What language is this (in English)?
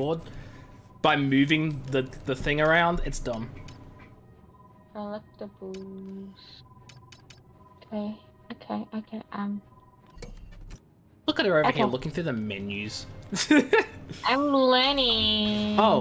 English